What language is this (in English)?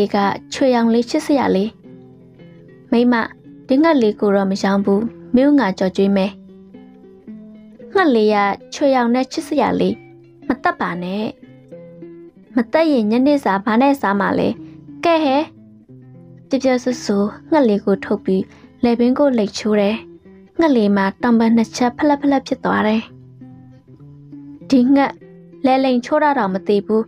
Burmese